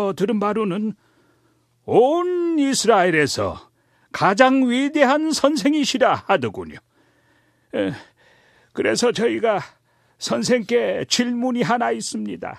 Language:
Korean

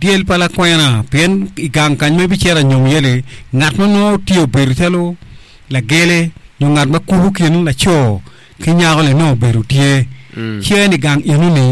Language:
Acoli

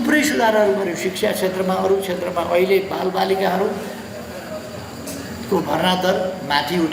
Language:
Nepali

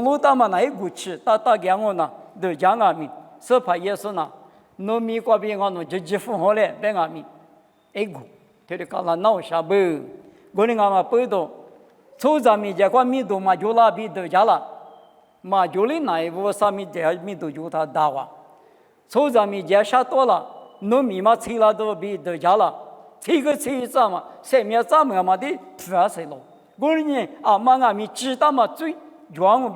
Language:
Lisu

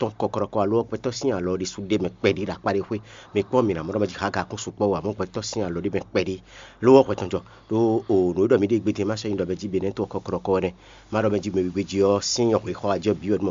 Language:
Fon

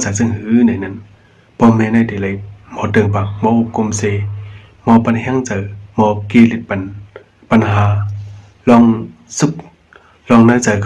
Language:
Shan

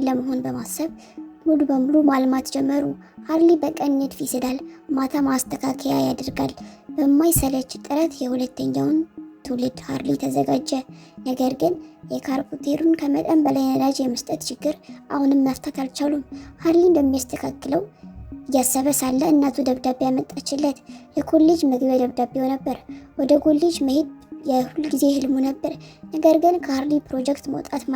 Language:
Amharic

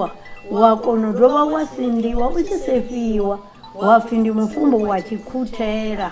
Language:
Venda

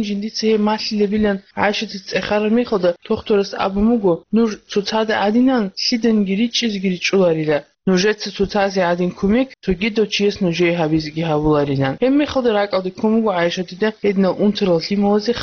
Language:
Avaric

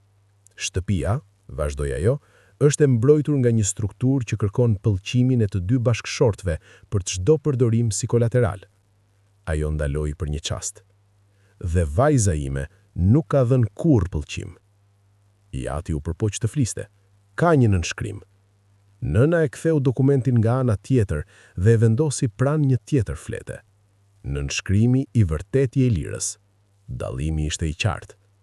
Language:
Albanian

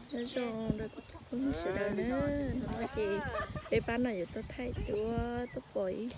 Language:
Hmong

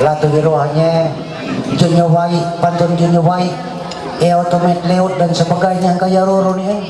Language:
Ma'anyan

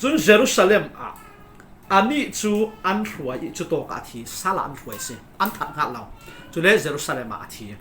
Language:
Falam Chin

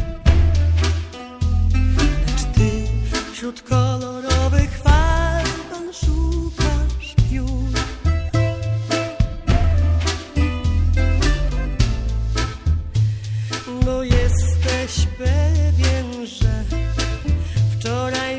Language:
Polish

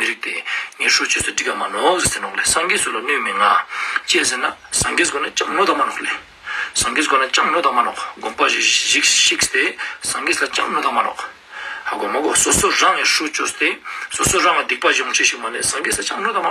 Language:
Ladakhi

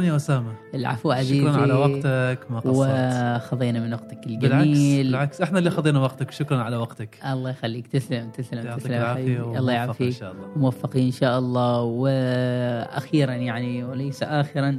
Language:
Gulf Arabic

